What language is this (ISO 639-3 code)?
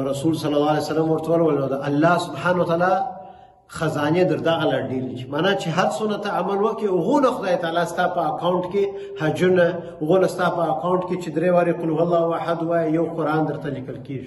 pus